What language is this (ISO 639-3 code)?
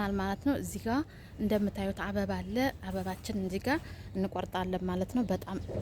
amh